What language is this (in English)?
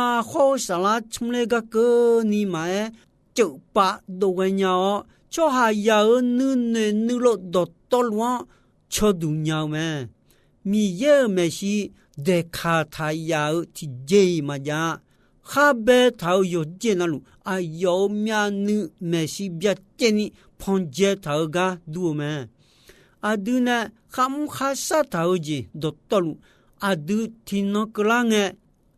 Akha